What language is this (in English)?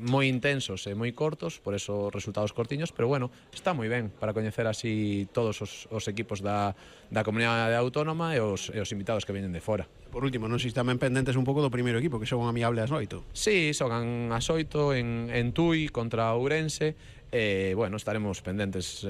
Galician